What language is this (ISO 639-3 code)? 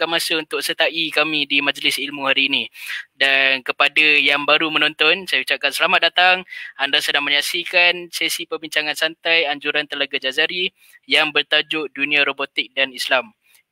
msa